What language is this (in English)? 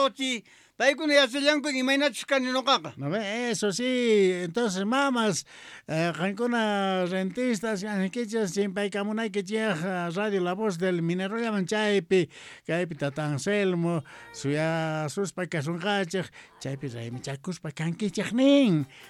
South Bolivian Quechua